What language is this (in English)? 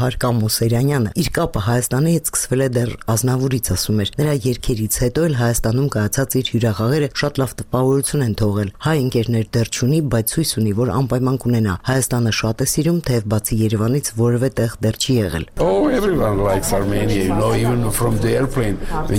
Armenian